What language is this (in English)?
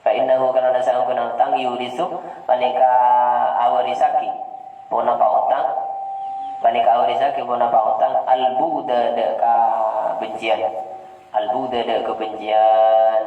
Madurese